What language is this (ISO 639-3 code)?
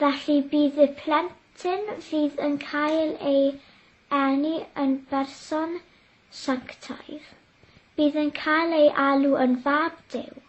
cym